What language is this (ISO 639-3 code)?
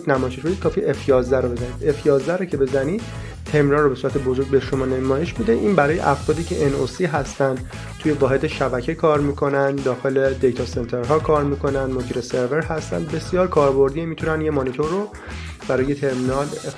fas